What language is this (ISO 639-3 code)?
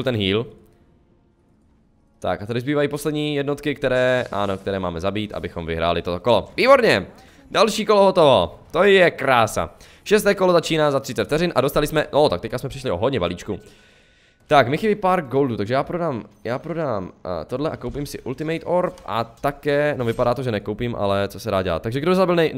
ces